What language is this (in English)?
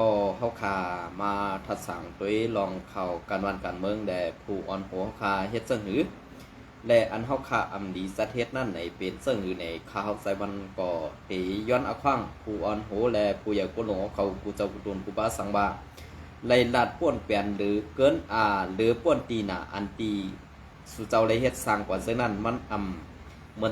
Shan